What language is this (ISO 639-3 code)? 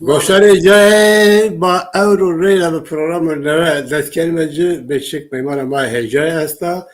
zza